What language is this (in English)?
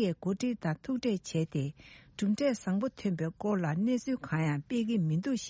Tibetan